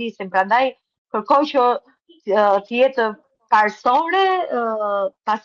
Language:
Albanian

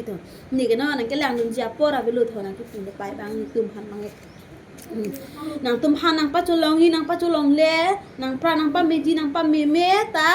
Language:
Karbi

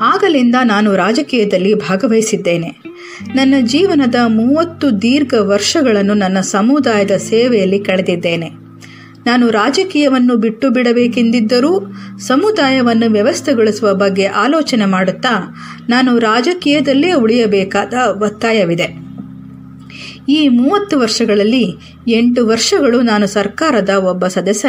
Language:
Kannada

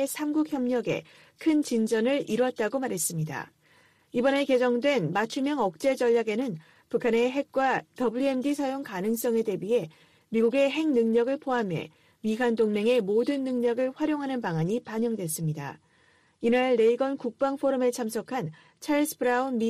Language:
Korean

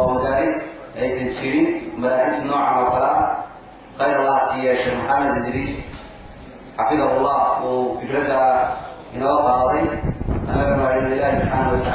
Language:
Somali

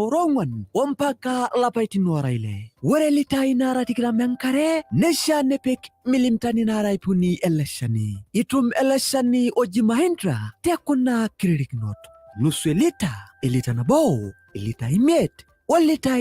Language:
Masai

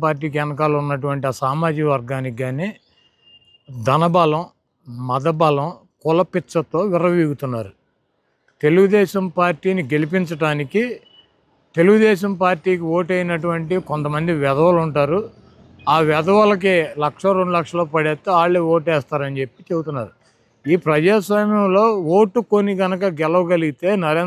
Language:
Telugu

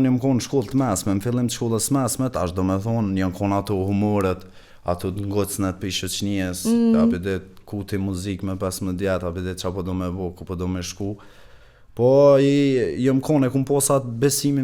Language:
Albanian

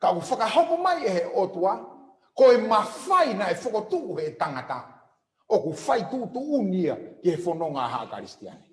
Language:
Tongan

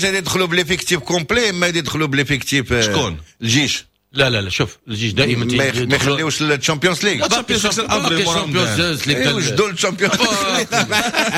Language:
Moroccan Arabic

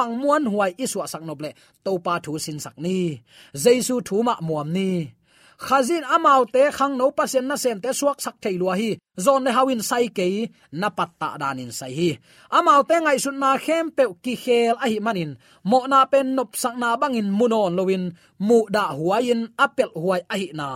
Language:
Tedim Chin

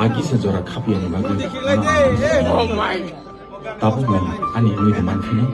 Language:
Kok Borok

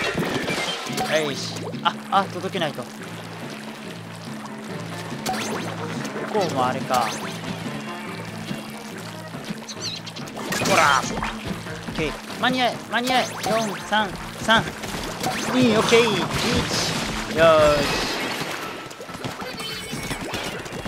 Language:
Japanese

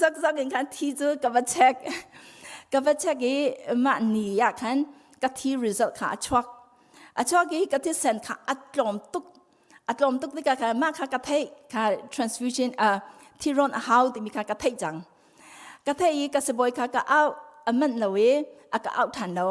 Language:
Hakha Chin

